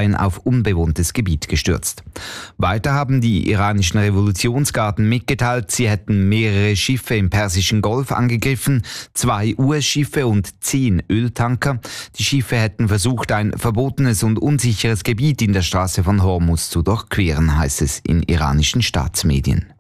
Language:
German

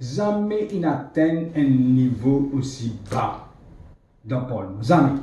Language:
Morisyen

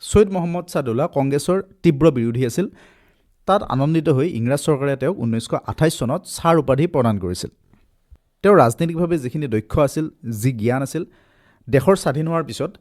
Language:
Assamese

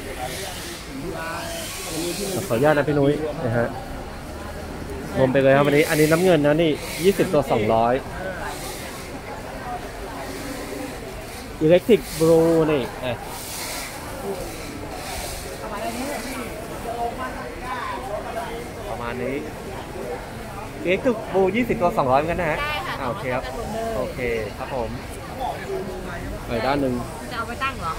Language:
Thai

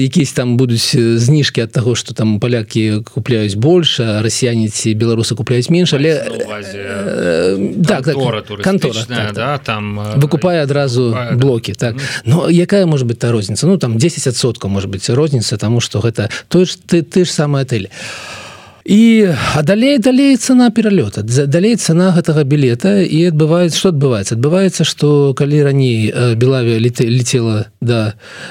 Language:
Belarusian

